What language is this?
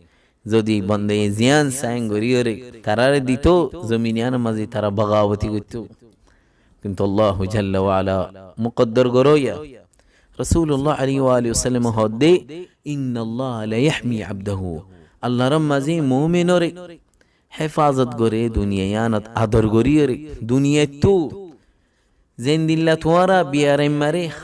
Rohingya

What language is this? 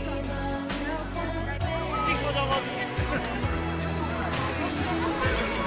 Slovak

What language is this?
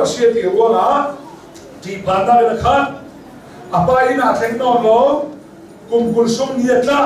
Hakha Chin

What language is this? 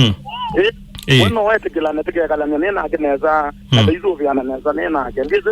Kamba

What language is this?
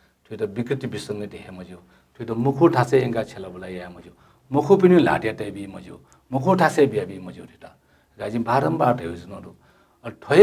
Newari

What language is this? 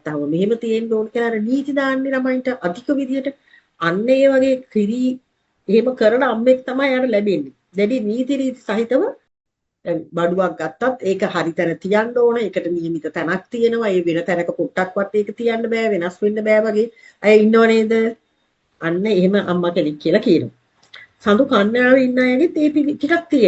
Sinhala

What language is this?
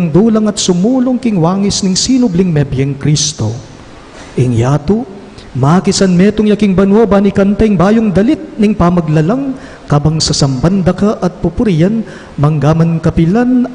Pampanga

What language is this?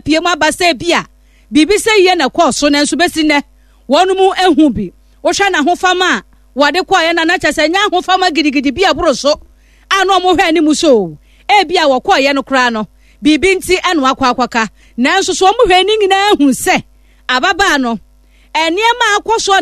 Akan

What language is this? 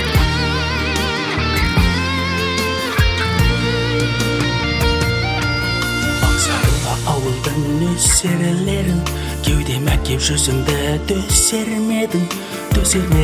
Kazakh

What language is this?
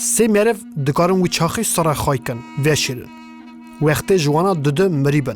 Kurdish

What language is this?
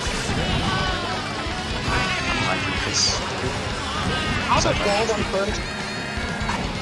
English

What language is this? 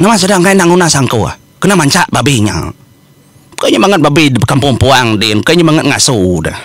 Iban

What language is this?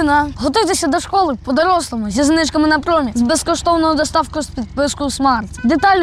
Ukrainian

